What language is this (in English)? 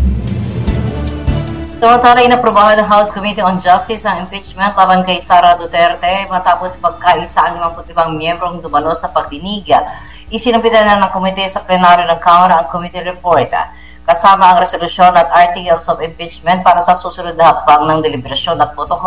Filipino